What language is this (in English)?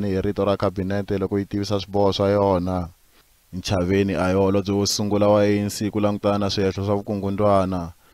Tsonga